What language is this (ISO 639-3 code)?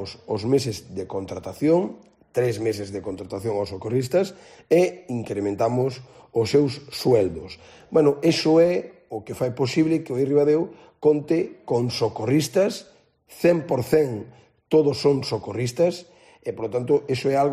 glg